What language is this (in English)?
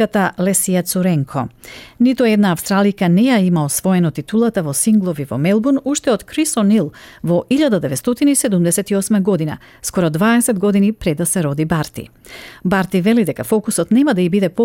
Macedonian